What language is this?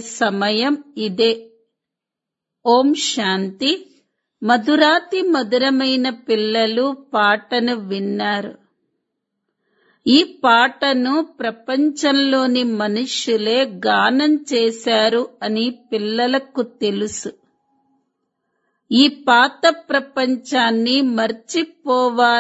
Telugu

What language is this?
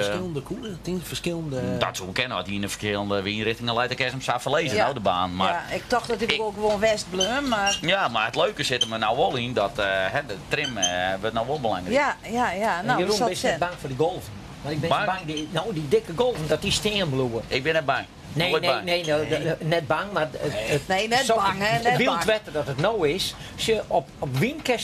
Western Frisian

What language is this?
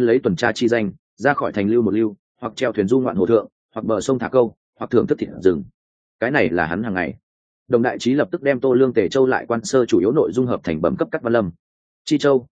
Vietnamese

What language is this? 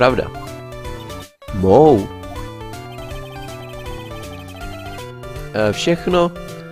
Czech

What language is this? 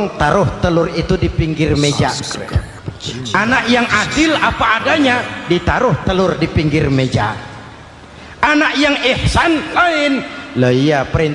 Indonesian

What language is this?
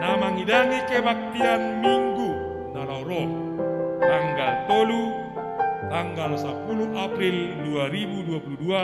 Batak Simalungun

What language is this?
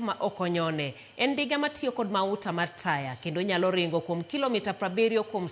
Luo (Kenya and Tanzania)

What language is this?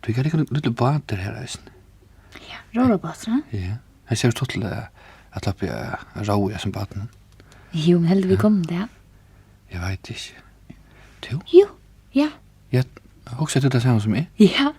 Faroese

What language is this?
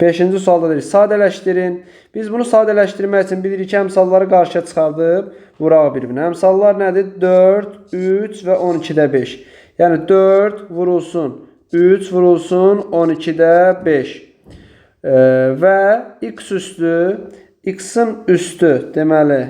Azerbaijani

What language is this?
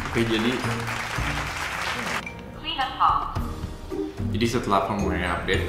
Indonesian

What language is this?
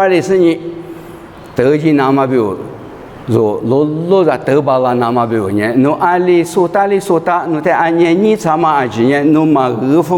Lisu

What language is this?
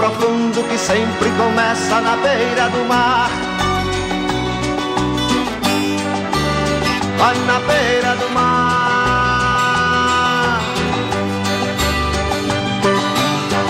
Portuguese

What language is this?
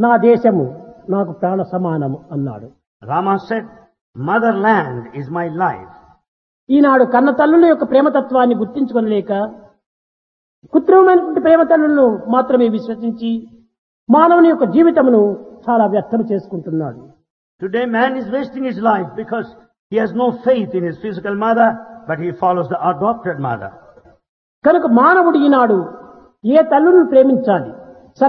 Telugu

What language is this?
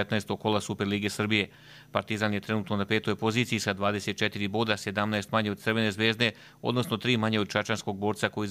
Croatian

